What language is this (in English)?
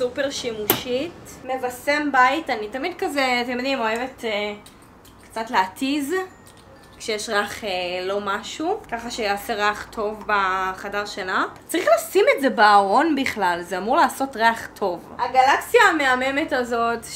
Hebrew